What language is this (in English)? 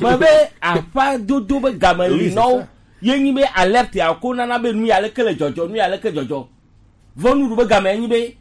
Gen